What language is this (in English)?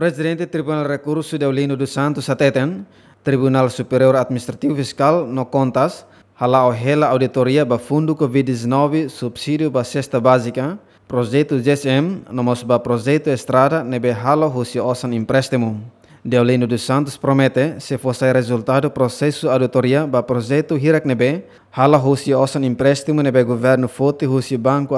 Tetum